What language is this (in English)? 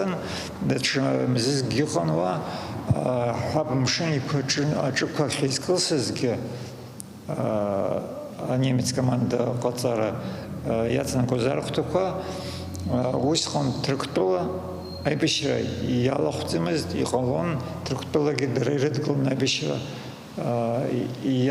Abkhazian